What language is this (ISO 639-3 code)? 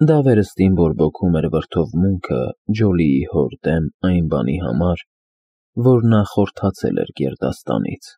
hye